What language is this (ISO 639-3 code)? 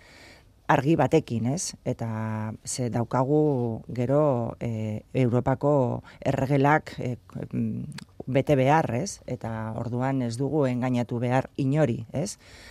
eus